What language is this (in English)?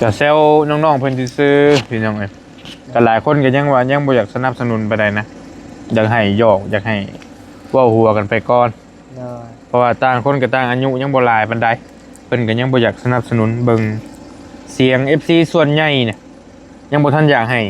Northeastern Thai